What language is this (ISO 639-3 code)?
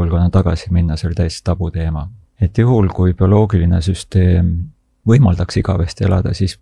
est